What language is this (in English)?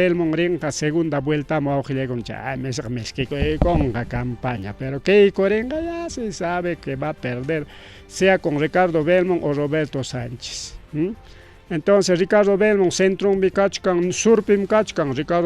Ayacucho Quechua